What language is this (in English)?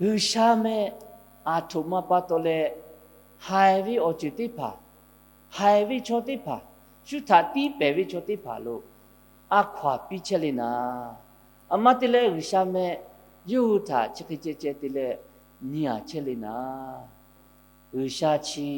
Lahu